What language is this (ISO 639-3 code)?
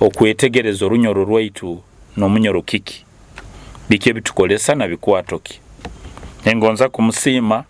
nyo